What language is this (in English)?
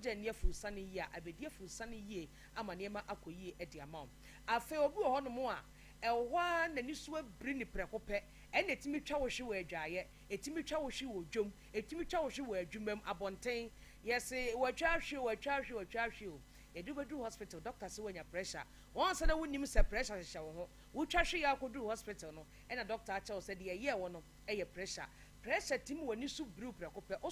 Akan